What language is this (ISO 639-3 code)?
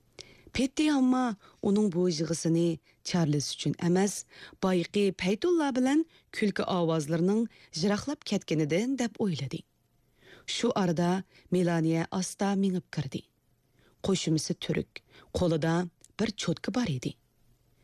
uig